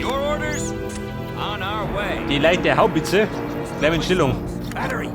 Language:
Bavarian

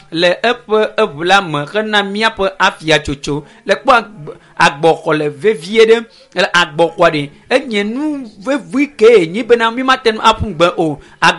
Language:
Ewe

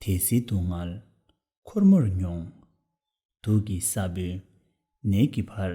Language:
Tibetan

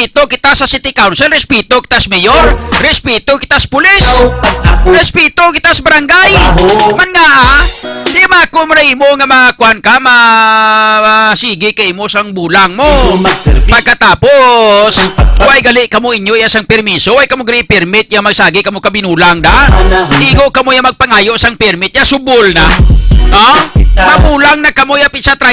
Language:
Hiligaynon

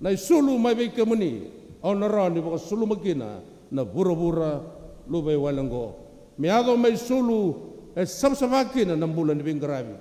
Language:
Fijian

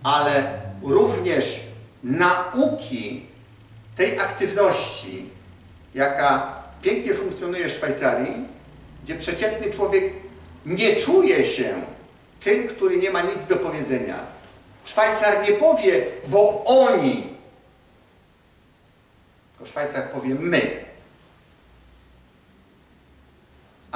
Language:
Polish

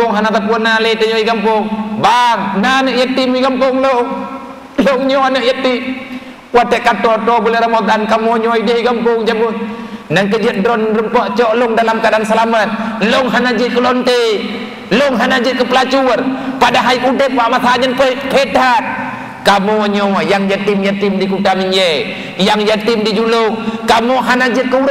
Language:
Achinese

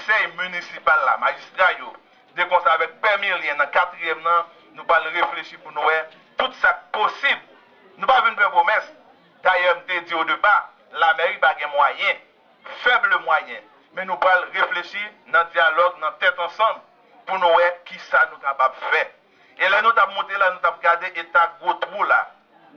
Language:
Haitian Creole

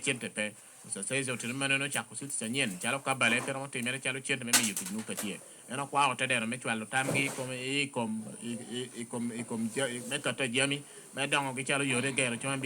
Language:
Lango (Uganda)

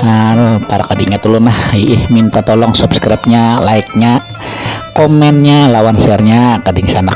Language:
Banjar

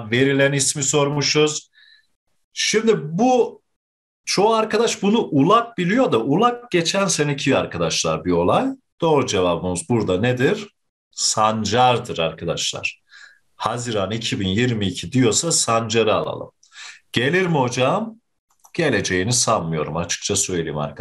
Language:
Turkish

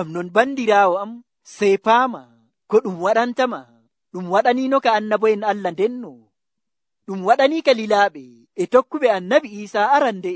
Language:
Nigerian Fulfulde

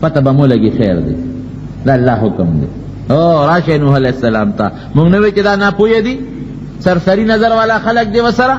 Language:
Pashto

